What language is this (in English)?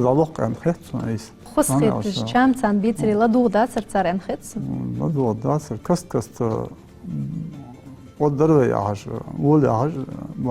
Ingush